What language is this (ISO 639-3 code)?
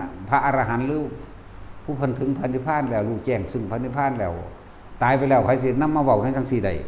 tts